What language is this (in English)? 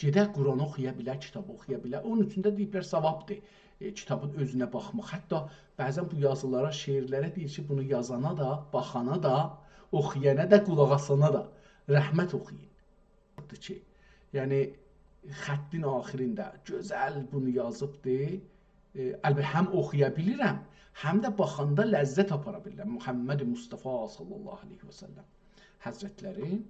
South Azerbaijani